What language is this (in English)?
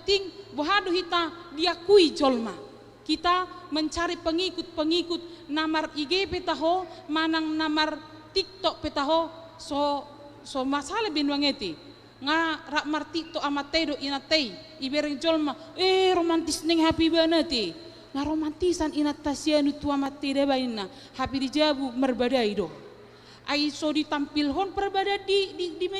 Batak Toba